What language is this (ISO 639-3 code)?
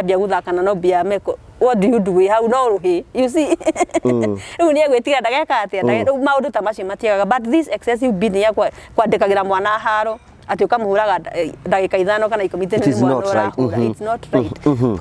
kik